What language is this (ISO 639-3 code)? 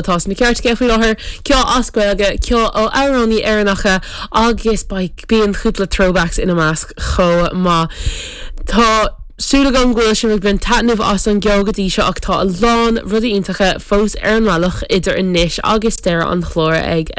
gle